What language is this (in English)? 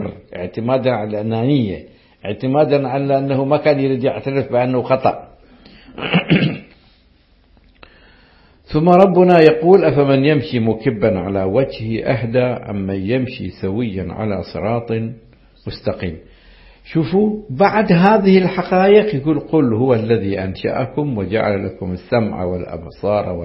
Arabic